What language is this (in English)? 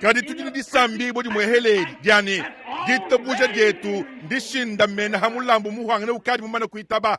Luba-Lulua